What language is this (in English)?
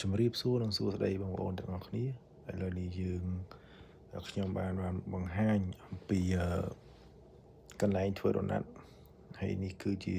Khmer